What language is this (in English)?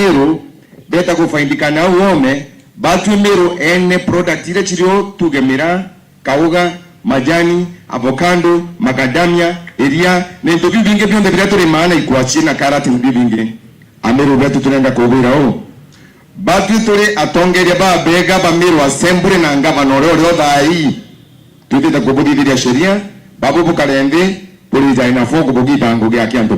Meru